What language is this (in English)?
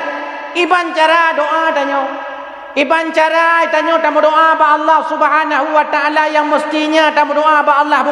Achinese